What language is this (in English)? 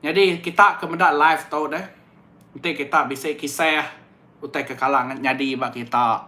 Iban